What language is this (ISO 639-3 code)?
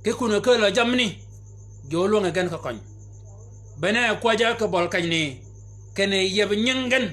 shk